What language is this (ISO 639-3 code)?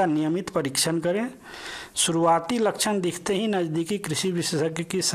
hin